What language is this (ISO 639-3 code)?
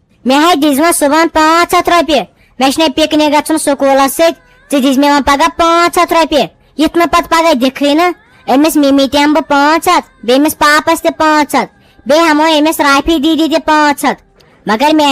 kas